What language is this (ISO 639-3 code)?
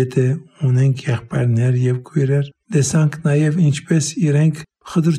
hye